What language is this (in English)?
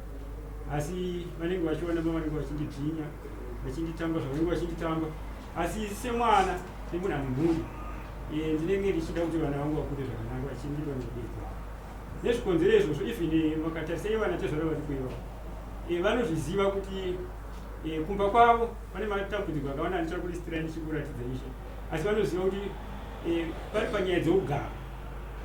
Shona